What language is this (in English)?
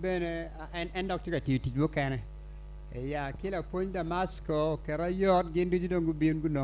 Acoli